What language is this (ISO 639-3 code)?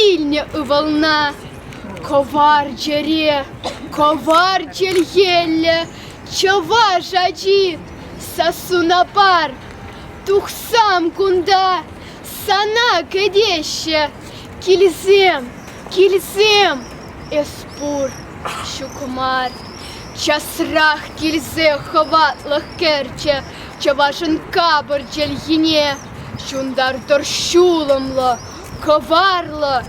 chv